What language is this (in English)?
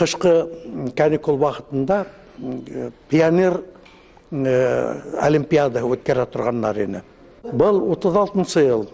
Bashkir